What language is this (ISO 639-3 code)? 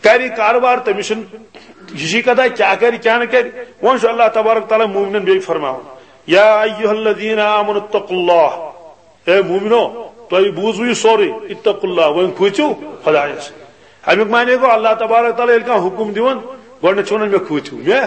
kas